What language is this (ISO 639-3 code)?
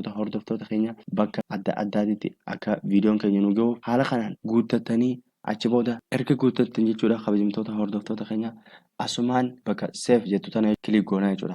orm